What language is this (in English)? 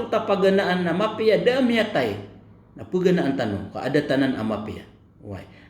Maranao